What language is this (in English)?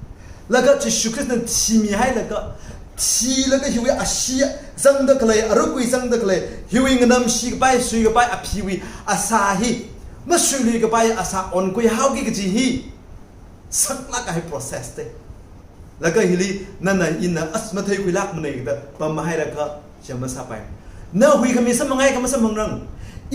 Tangkhul Naga (India)